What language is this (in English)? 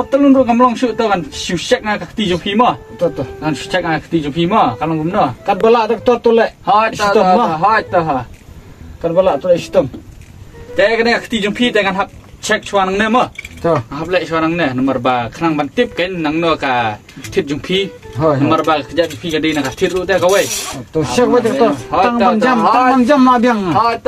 Khasi